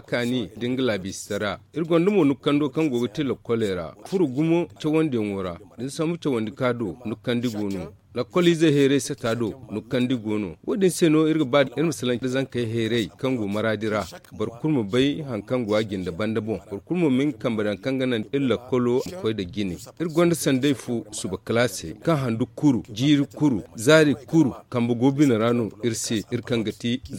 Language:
Zarma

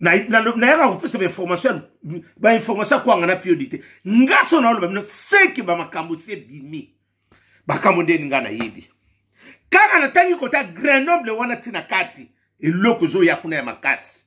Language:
Lingala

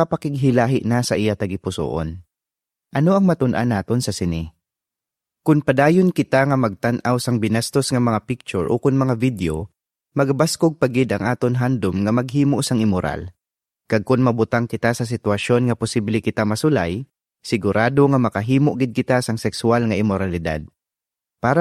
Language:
Hiligaynon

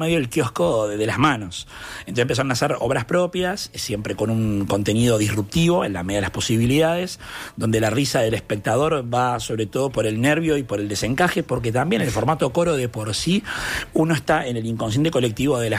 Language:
Spanish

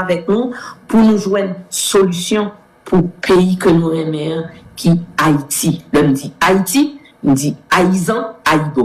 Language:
Haitian Creole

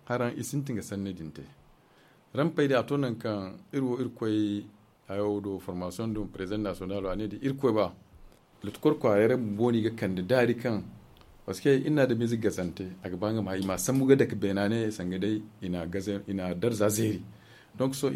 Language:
Zarma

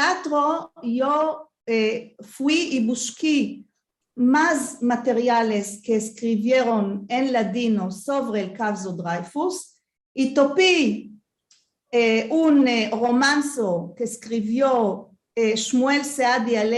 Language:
Ladino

